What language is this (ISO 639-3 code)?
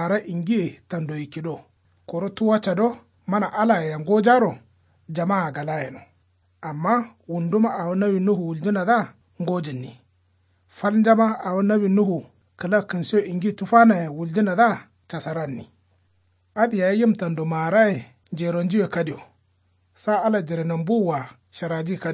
kau